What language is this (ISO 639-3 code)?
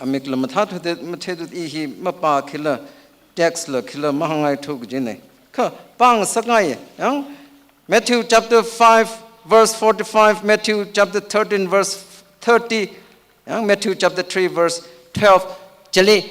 nmf